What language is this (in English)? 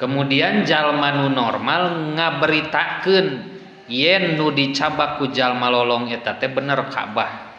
Sundanese